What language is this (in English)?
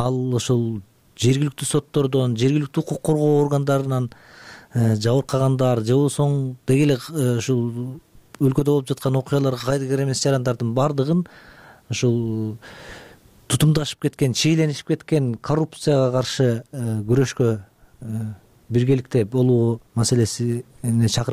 Kyrgyz